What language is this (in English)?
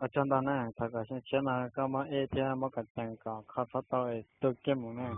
Hmong